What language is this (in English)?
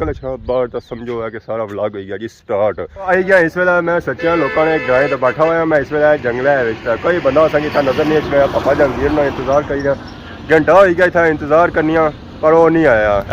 Pahari-Potwari